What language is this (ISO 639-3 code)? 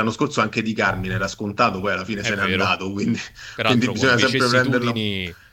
ita